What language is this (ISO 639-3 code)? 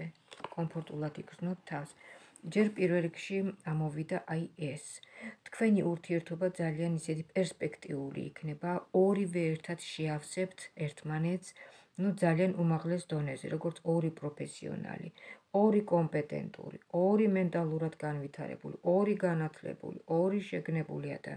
kat